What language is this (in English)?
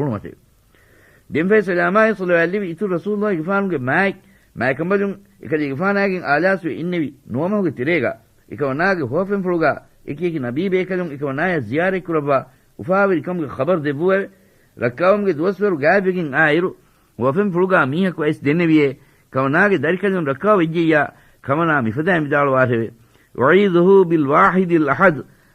Divehi